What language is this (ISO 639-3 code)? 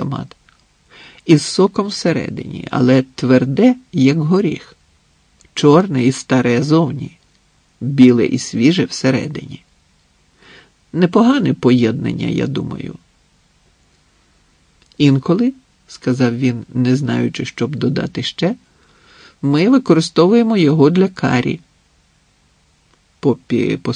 ukr